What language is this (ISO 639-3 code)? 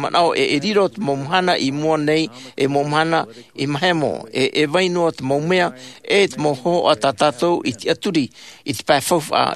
tah